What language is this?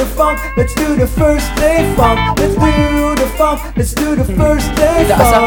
Filipino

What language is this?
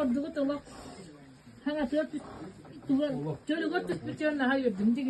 Yakut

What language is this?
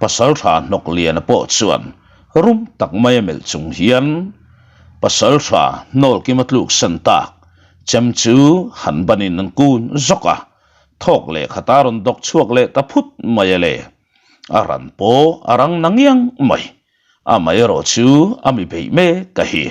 Mizo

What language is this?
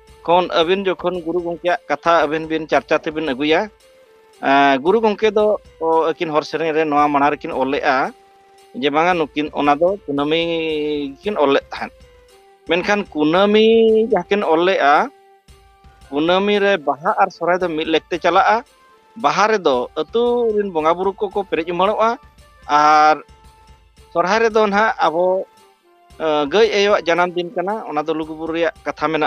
Santali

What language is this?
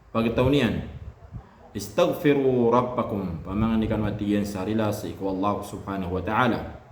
Maranao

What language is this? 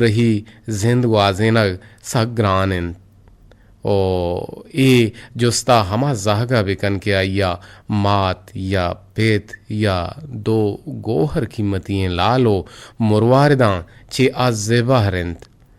Eastern Balochi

